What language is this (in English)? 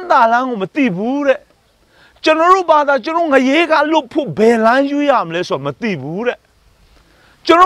Burmese